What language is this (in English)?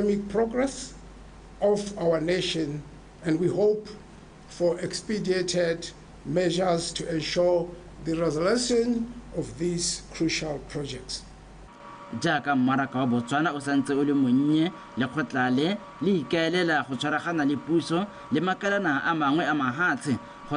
Tswana